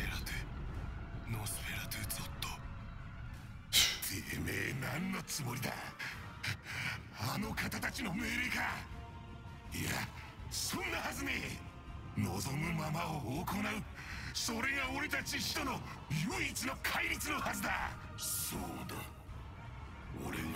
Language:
Japanese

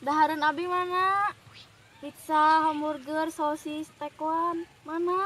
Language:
Sundanese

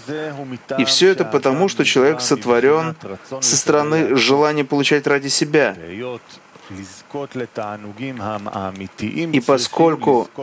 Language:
Russian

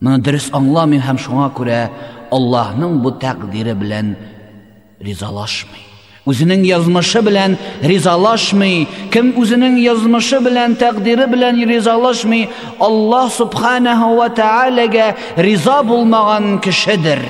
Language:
Tatar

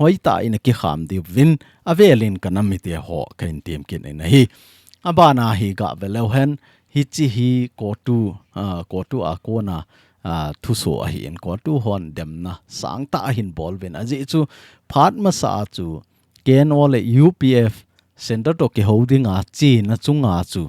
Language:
Thado Chin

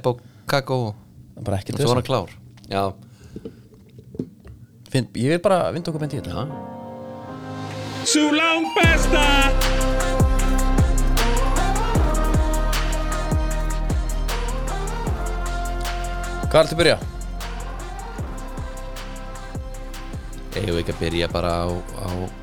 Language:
Icelandic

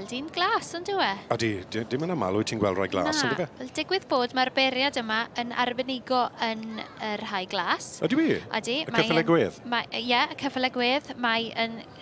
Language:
Welsh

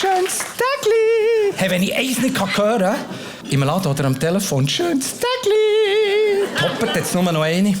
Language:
Swiss German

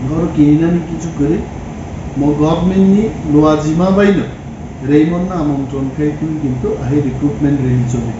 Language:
Kok Borok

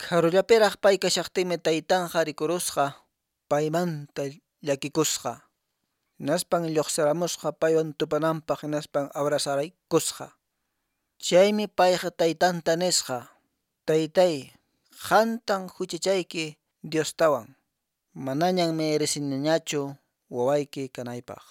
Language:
Quechua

